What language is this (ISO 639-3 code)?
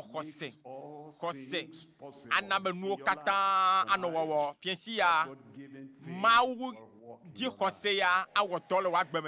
ewe